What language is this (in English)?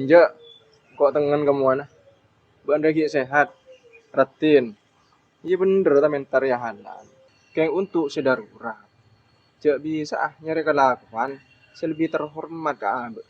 Madurese